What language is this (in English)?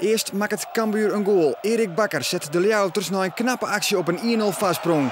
Western Frisian